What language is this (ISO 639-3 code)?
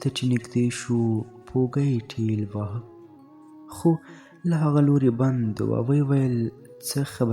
pus